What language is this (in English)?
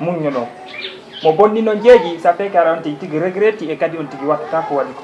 Fula